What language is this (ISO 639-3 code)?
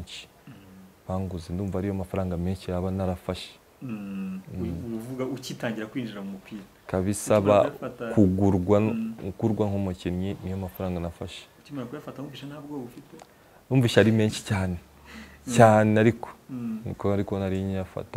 kin